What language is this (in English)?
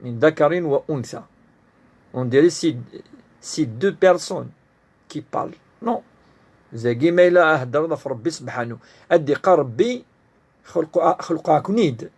Kabyle